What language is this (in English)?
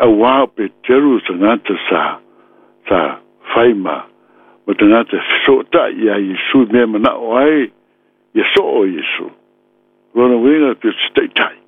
Samoan